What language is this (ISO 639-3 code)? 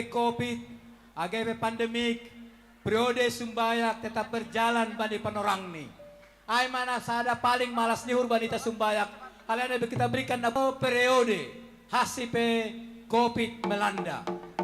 bts